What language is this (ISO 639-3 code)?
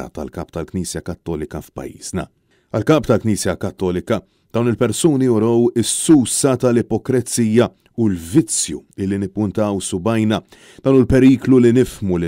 mlt